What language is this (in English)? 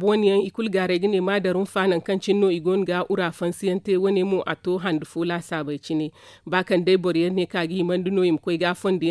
Zarma